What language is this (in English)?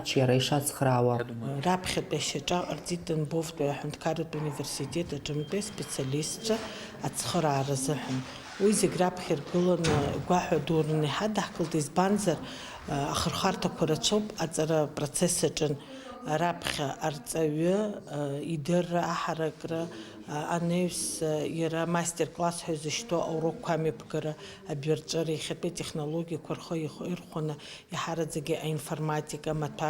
Abkhazian